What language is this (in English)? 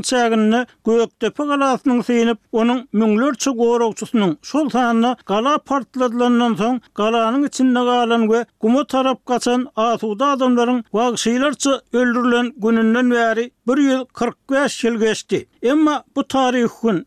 Turkmen